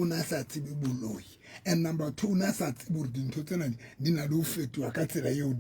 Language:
Southern Sotho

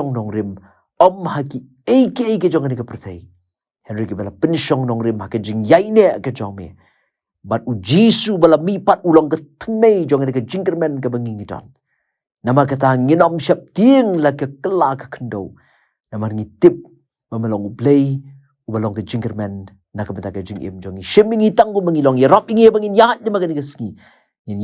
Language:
Khasi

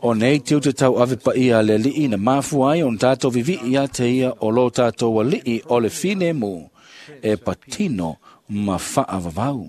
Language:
Samoan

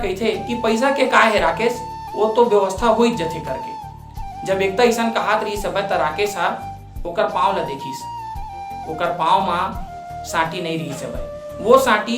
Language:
Chhattisgarhi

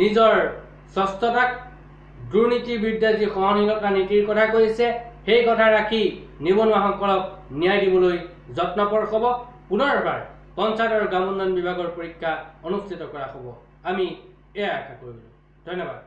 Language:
Assamese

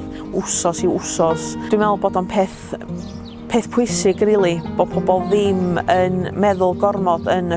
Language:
Welsh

